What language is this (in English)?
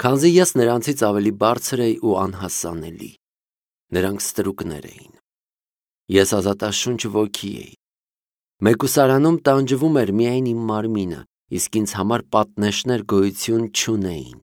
Armenian